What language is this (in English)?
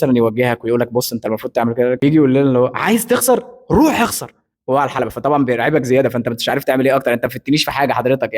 Egyptian Arabic